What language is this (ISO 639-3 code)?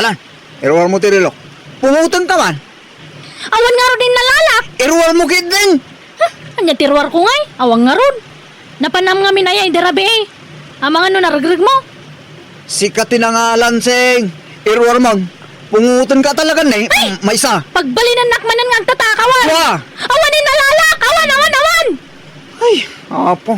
ilo